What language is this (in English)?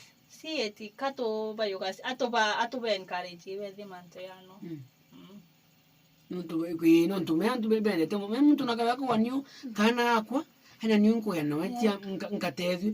Meru